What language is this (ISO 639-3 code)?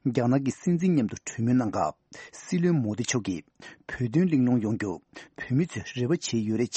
bod